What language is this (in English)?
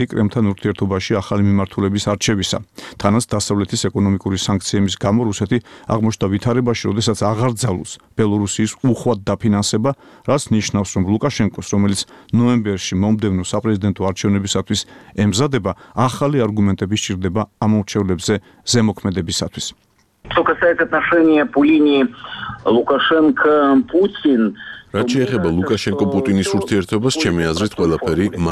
Georgian